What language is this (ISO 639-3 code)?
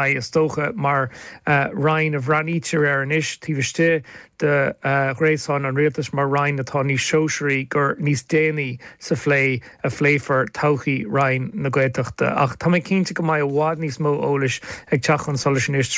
gle